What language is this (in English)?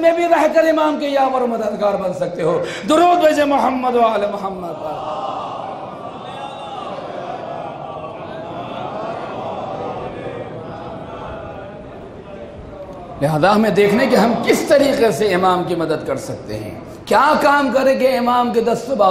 Urdu